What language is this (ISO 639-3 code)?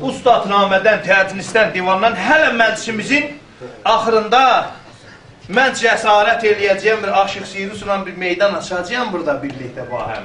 azb